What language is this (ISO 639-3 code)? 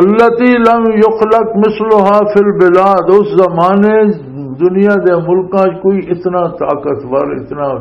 lah